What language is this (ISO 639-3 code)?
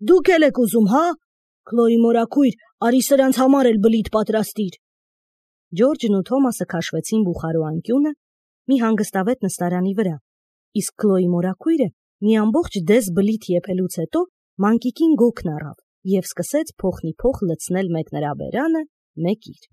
hye